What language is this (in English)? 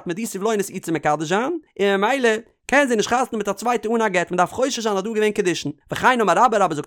Yiddish